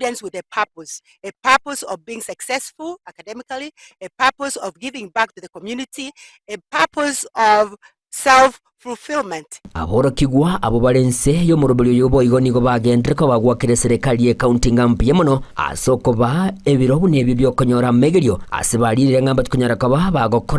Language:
Gusii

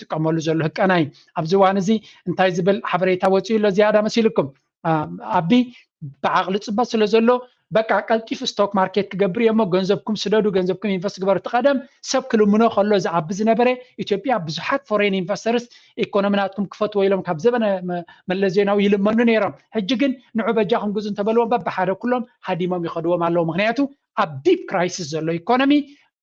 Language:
Tigrinya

